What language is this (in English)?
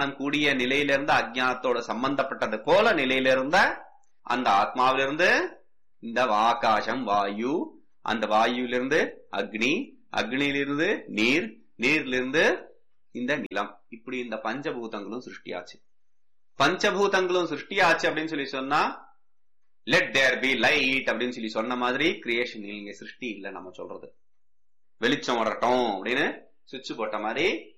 Tamil